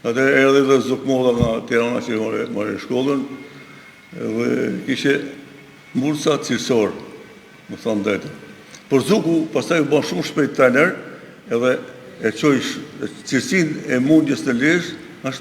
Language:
Albanian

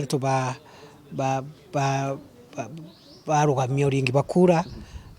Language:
Meru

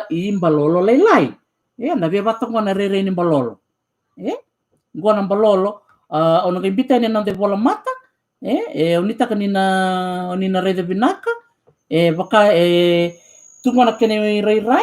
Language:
Fijian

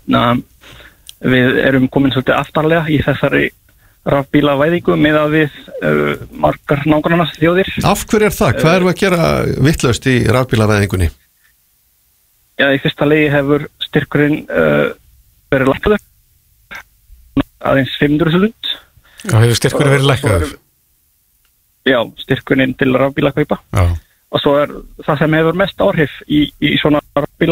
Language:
Icelandic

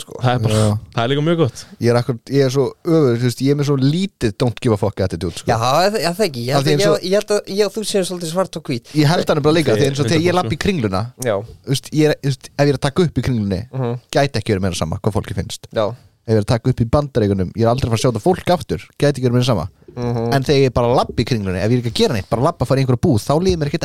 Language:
Icelandic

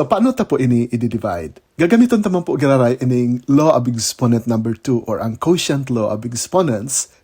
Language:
Bikol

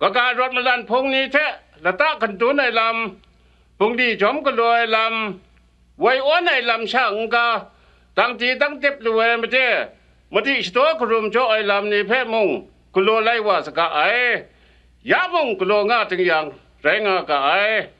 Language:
Kachin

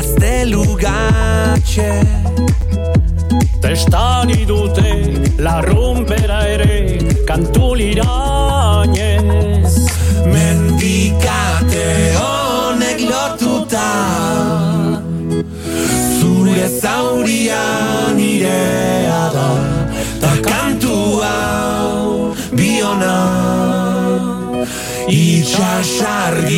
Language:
Basque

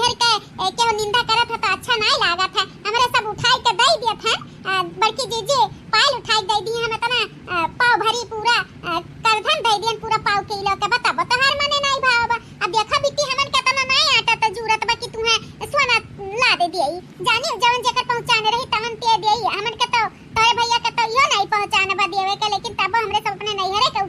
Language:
Awadhi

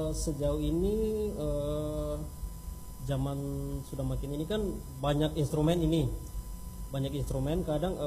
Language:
Indonesian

